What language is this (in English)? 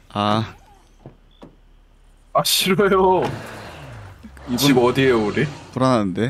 Korean